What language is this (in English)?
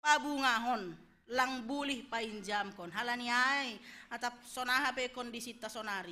Batak Simalungun